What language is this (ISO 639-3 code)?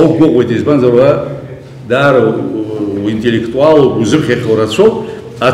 abk